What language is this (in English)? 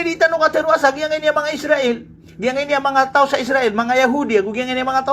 Maranao